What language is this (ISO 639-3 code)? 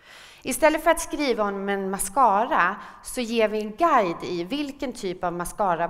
swe